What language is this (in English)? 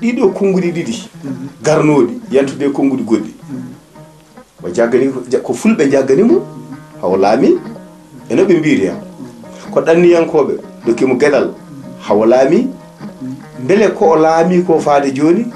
Fula